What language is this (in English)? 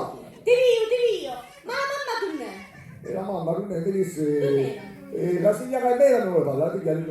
Sicilian